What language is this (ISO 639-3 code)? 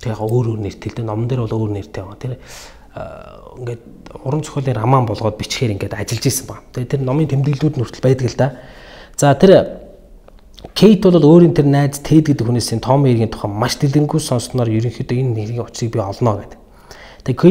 mon